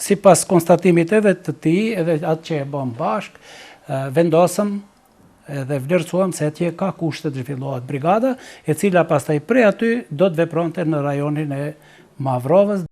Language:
Albanian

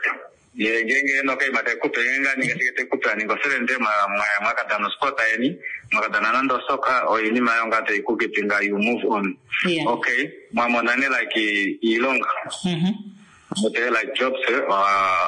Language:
Swahili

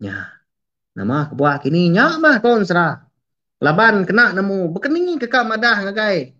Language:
Iban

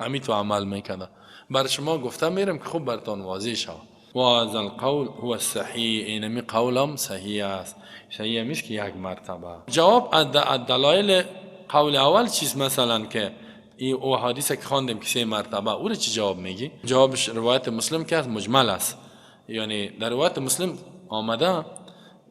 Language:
Persian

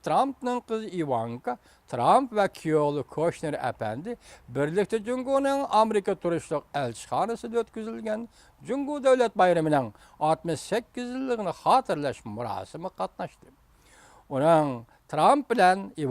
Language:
Uyghur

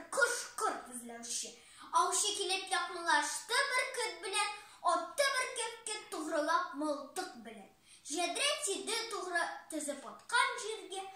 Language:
Tatar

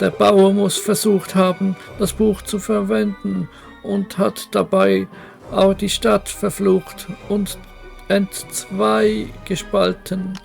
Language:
Swiss German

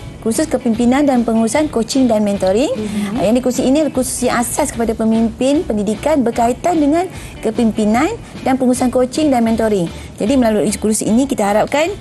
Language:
Malay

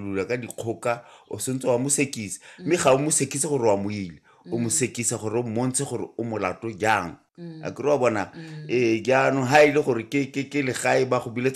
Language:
Tswana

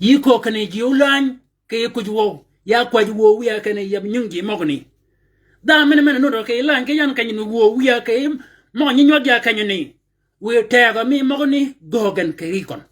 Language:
Shilluk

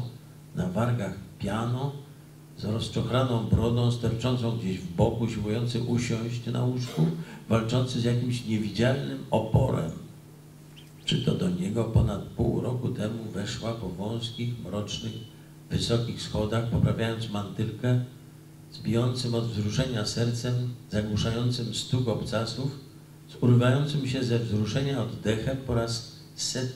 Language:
Polish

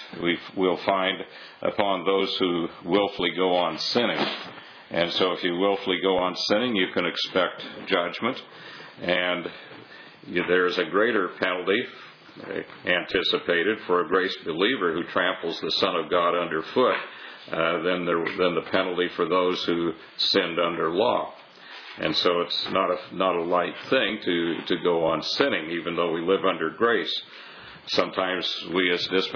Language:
English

